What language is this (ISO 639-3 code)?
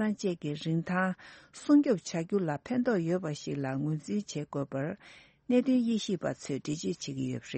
bod